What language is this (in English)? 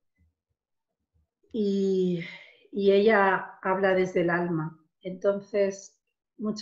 Spanish